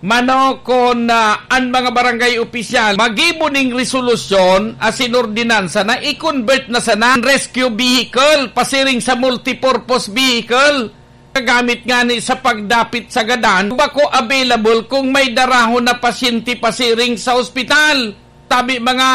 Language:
Bikol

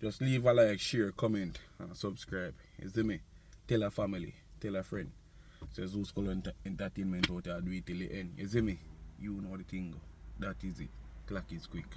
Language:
Jamaican Creole English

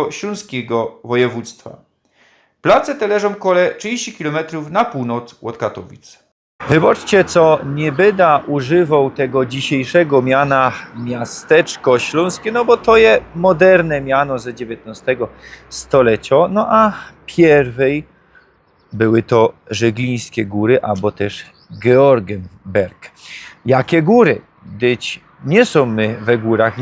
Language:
Silesian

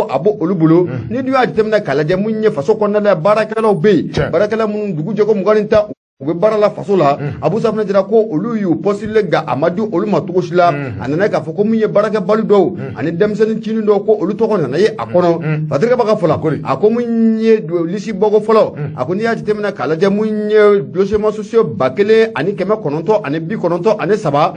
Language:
Bambara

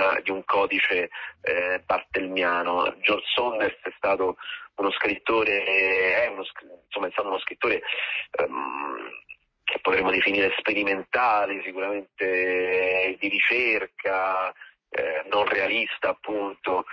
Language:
Italian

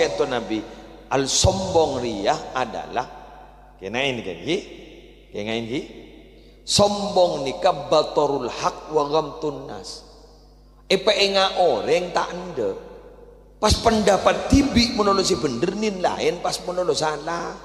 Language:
Madurese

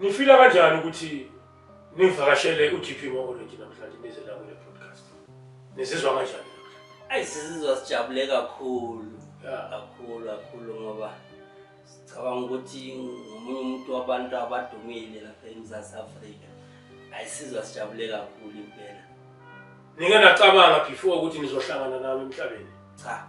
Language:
Zulu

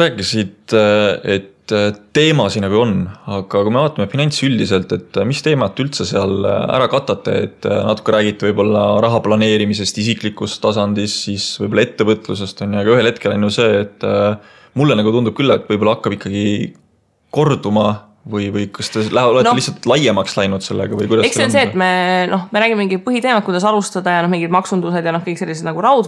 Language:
Estonian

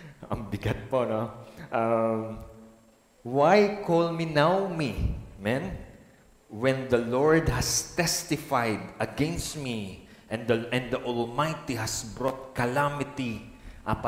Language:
Filipino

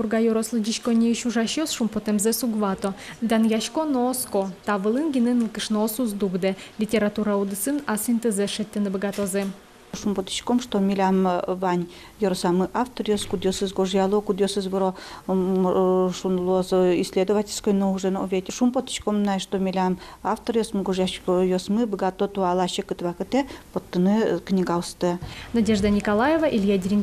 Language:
Udmurt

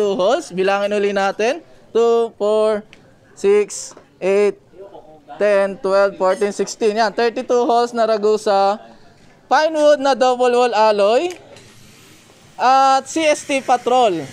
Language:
Filipino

